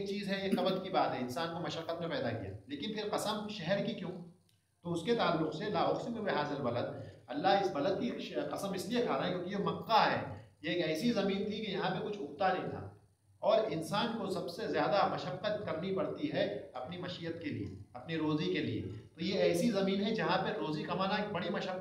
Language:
Urdu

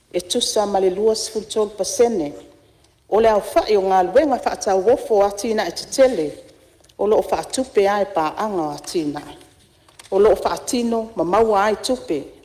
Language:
Samoan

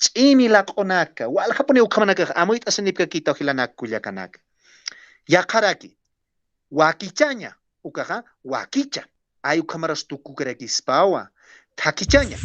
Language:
Aymara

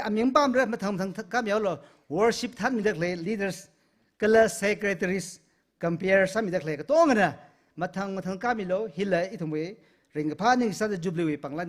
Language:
Tangkhul Naga (India)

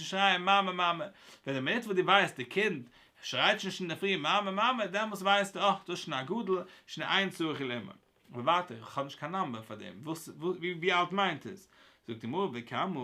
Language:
Yiddish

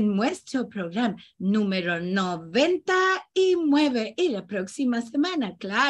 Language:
Ladino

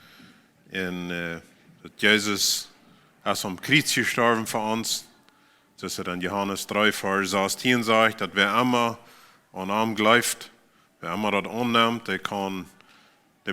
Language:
Plautdietsch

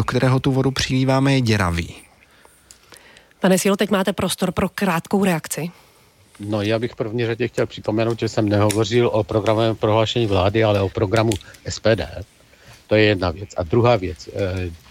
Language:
Czech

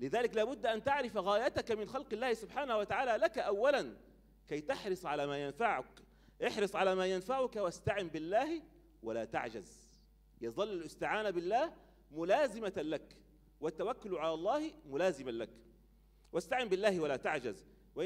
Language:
Arabic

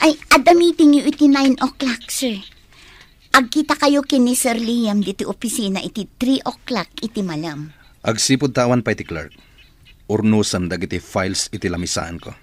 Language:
Iloko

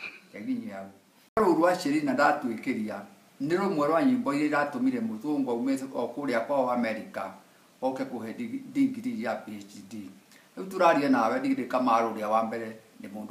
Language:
Kikuyu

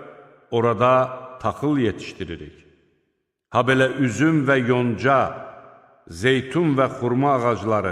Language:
Azerbaijani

